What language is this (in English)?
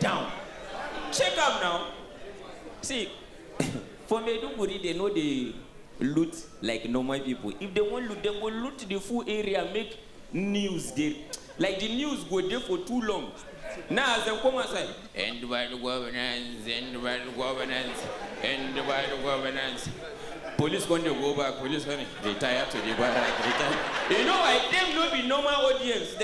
Nigerian Pidgin